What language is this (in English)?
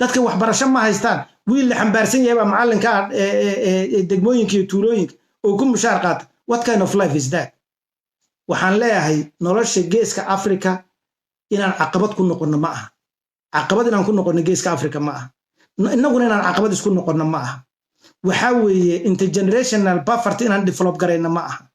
Somali